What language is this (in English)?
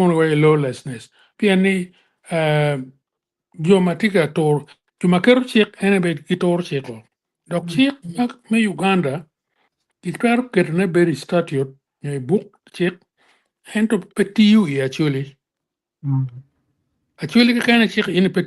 Acoli